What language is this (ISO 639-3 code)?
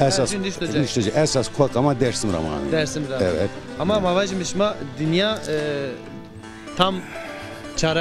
zza